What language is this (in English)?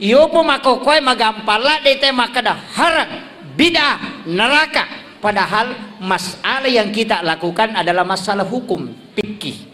Buginese